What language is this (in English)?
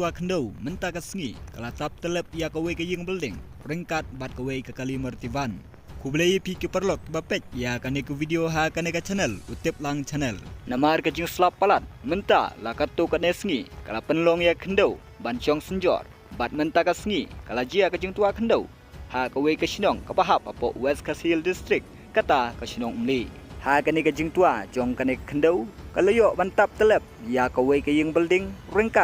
Khasi